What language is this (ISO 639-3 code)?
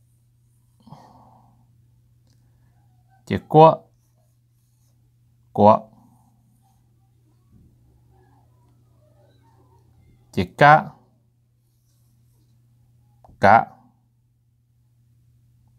vie